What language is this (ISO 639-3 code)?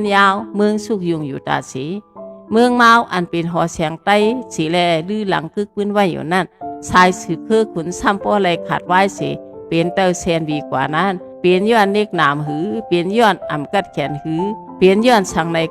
shn